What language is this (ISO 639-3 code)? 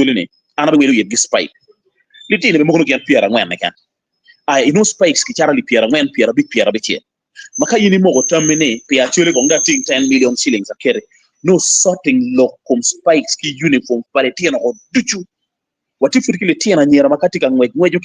ach